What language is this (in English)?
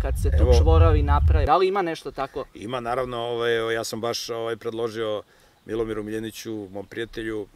Serbian